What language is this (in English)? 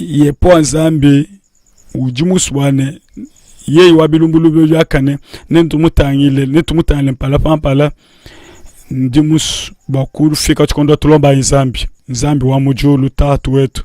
Luba-Lulua